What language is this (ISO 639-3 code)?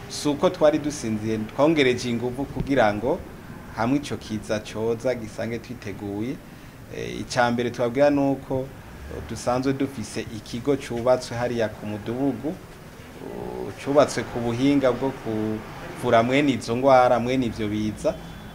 run